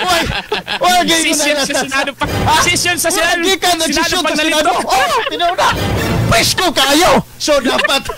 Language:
Cebuano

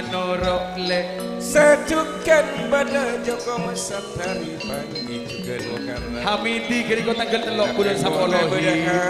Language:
Madurese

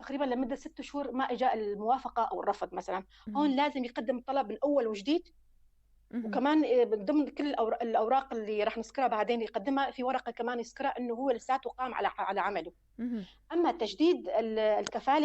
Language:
North Levantine Arabic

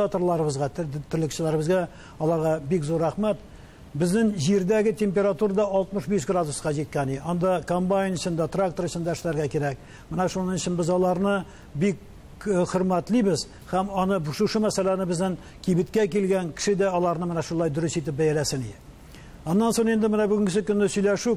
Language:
Tatar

